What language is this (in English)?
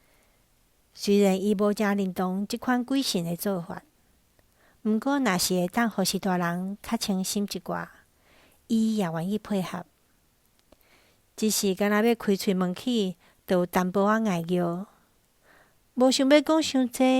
Min Nan Chinese